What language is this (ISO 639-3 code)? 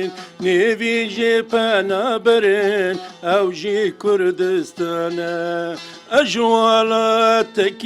kur